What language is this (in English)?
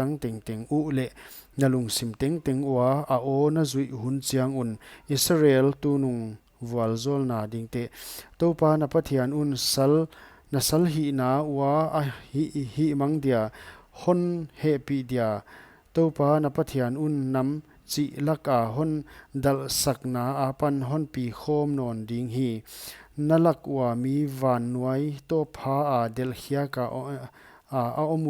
Paite Chin